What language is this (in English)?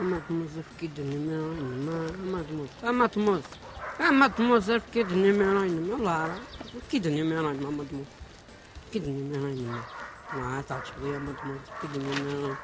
Kabyle